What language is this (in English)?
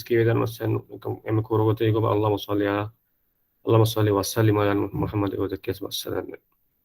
Divehi